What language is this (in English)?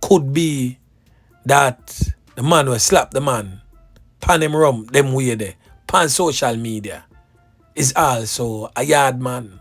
Jamaican Creole English